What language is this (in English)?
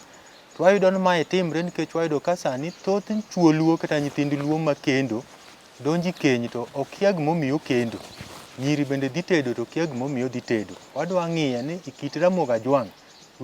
Luo (Kenya and Tanzania)